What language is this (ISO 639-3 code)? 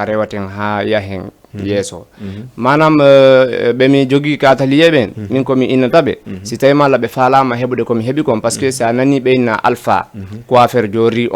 ful